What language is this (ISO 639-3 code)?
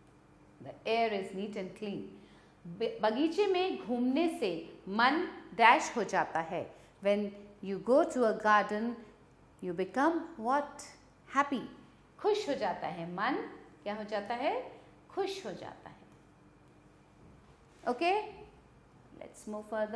hin